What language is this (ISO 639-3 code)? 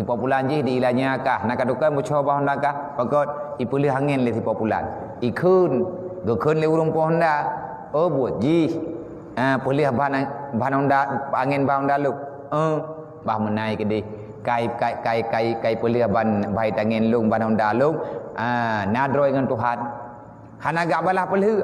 ace